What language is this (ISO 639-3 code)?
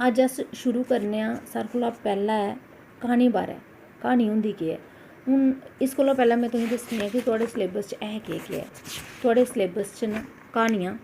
doi